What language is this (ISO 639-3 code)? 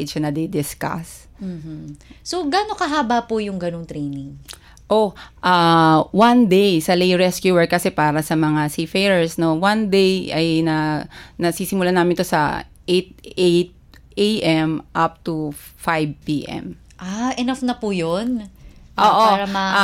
fil